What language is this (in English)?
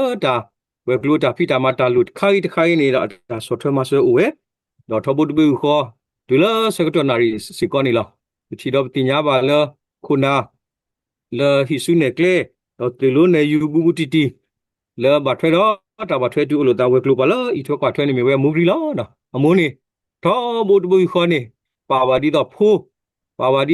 S'gaw Karen